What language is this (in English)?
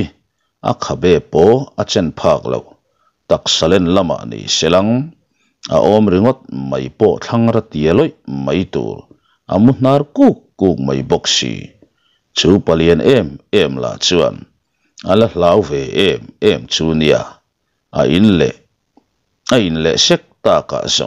Mizo